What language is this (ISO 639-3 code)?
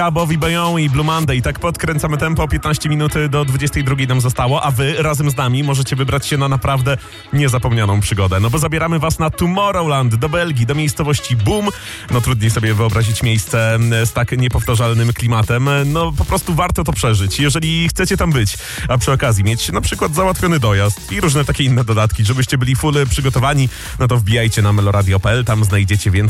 pol